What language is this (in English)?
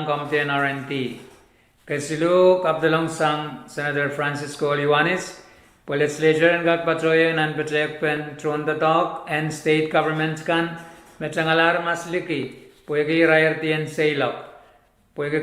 Pohnpeian